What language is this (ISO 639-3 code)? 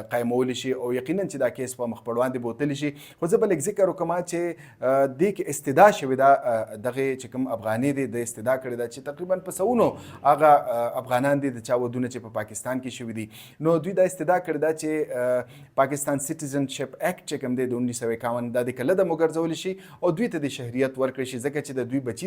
pus